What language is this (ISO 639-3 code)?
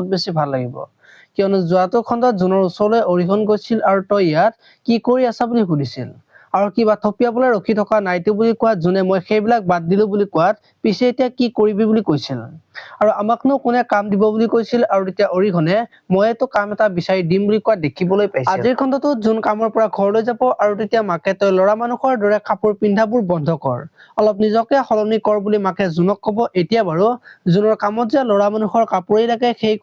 asm